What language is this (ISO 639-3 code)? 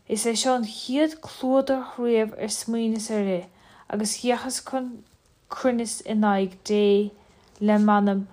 gle